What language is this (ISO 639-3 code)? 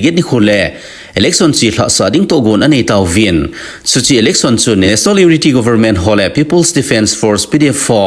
tcz